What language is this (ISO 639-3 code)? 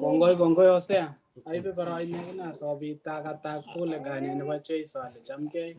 kln